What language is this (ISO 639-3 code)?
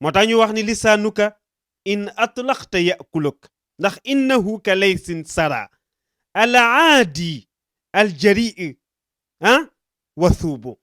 wol